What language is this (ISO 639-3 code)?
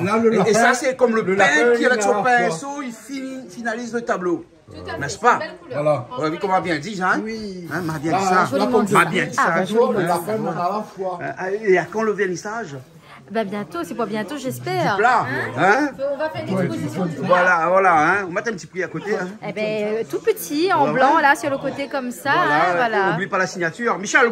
rcf